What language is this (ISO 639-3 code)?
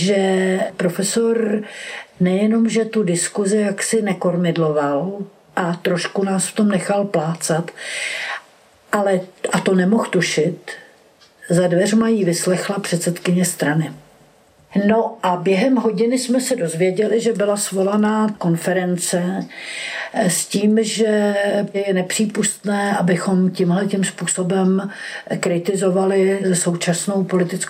ces